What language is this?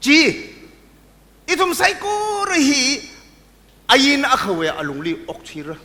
Tangkhul Naga (India)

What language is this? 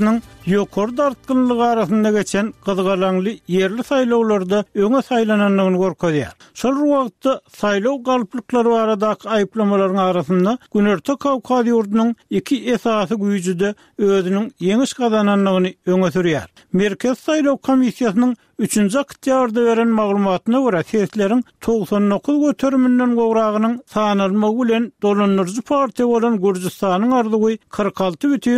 Turkmen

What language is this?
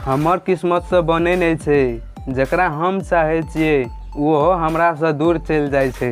Maithili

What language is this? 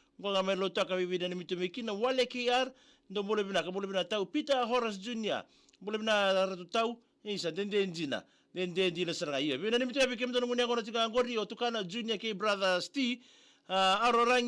Fijian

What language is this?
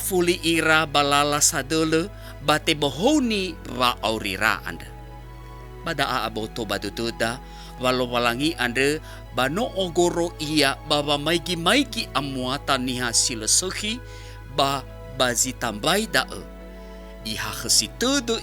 Nias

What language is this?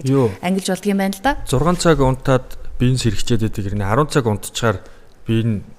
Mongolian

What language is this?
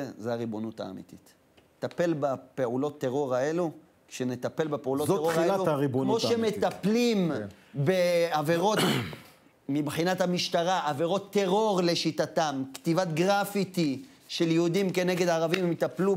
Hebrew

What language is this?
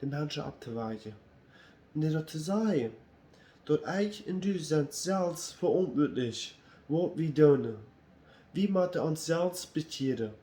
Plautdietsch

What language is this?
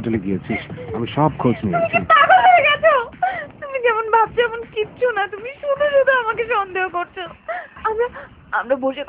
Bangla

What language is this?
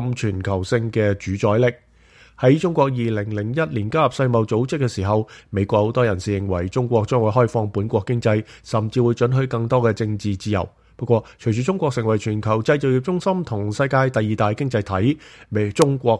Cantonese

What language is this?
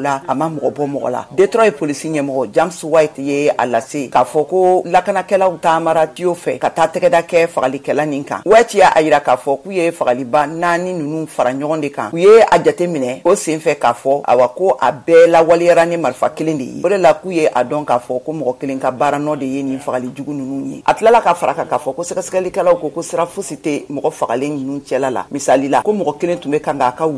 Bambara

